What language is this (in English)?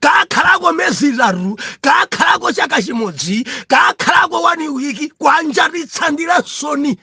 Nyanja